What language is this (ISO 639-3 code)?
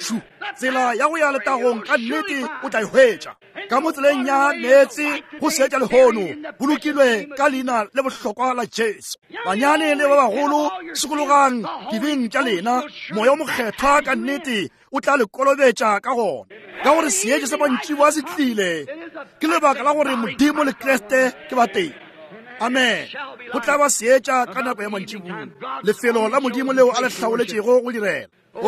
nso